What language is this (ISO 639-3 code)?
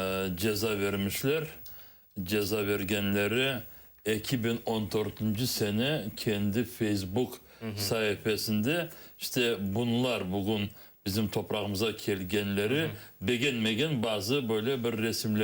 crh